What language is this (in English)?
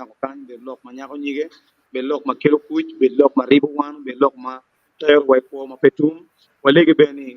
Acoli